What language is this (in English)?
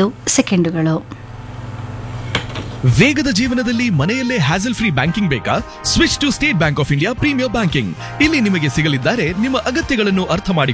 Kannada